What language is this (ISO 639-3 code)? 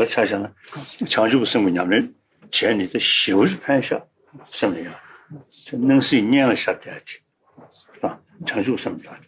bod